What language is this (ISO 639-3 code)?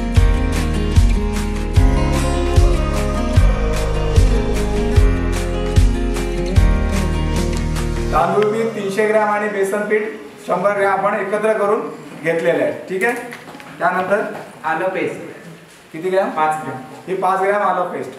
mar